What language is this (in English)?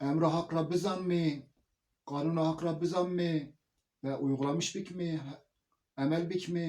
Zaza